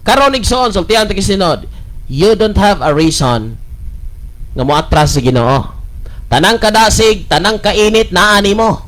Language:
Cebuano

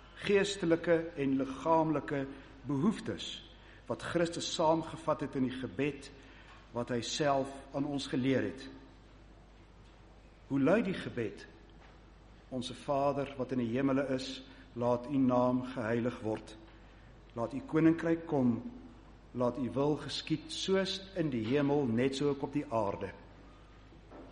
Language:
Afrikaans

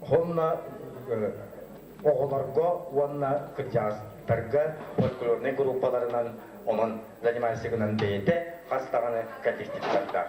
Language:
Yakut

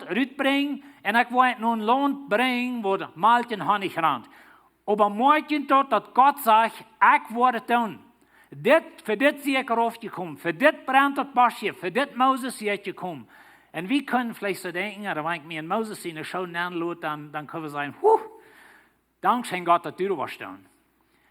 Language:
Plautdietsch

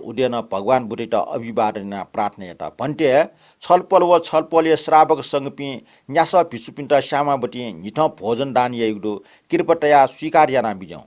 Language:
Newari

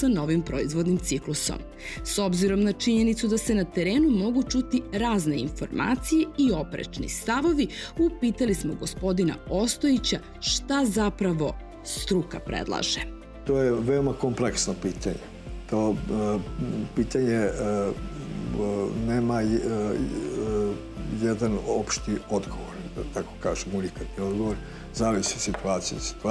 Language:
Serbian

